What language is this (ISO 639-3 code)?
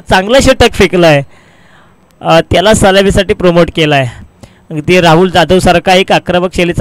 mar